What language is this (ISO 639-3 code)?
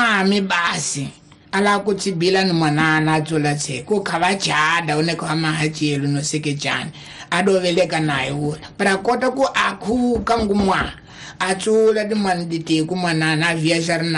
tso